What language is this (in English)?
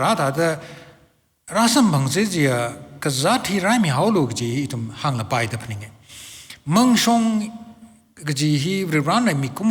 Tangkhul Naga (India)